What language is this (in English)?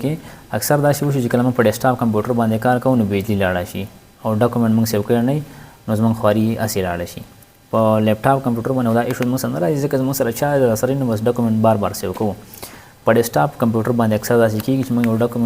Pashto